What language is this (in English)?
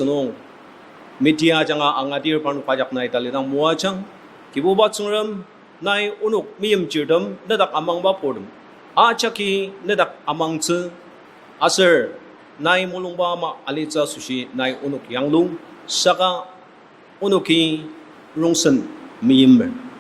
Ao Naga